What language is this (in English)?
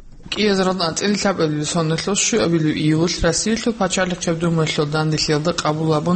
Avaric